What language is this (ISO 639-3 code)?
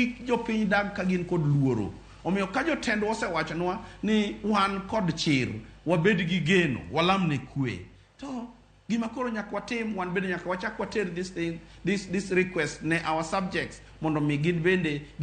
luo